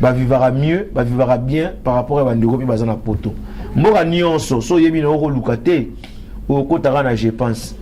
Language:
Lingala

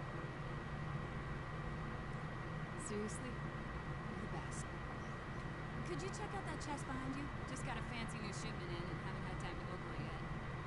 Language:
English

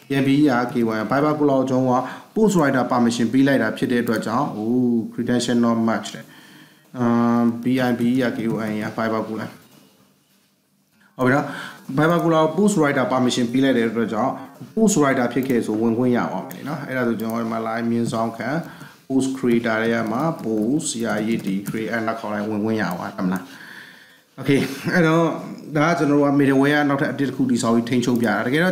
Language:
Burmese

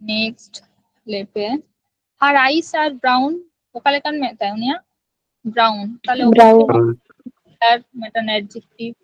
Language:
Santali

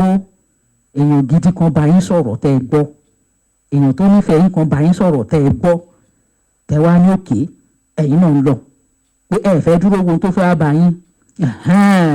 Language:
Yoruba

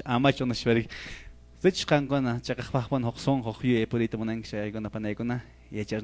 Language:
Quechua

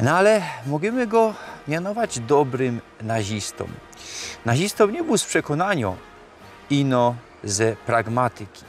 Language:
Silesian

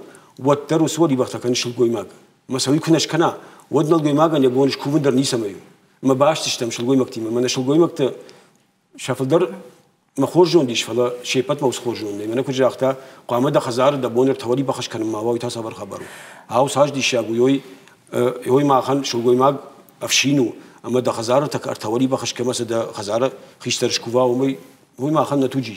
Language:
Ossetic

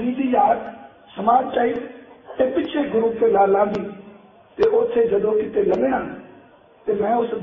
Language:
Punjabi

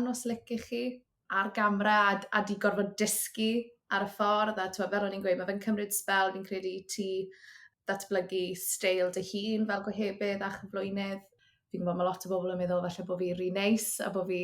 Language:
Welsh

